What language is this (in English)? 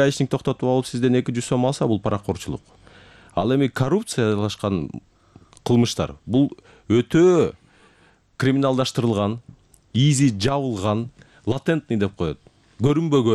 Kyrgyz